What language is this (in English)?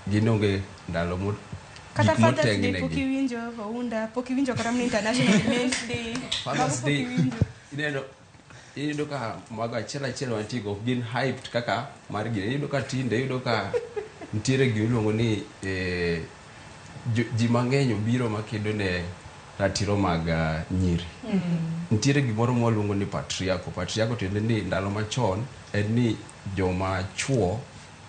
Luo (Kenya and Tanzania)